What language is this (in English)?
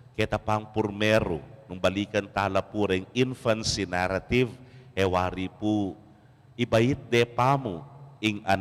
Pampanga